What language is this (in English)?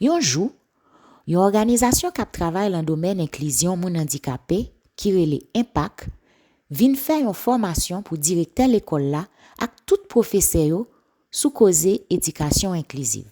Haitian Creole